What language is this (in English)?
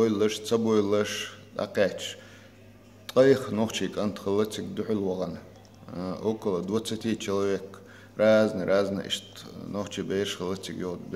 Chechen